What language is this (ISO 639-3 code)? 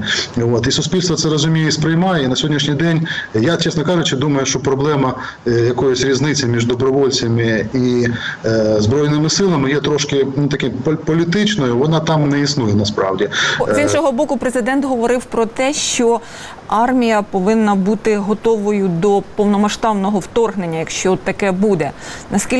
ukr